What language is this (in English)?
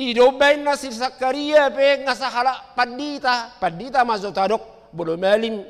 Batak Toba